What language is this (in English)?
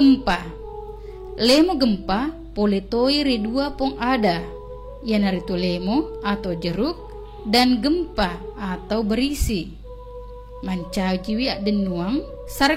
Buginese